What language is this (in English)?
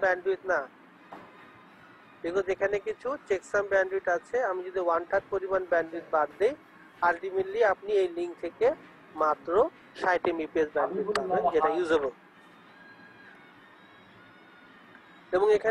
Bangla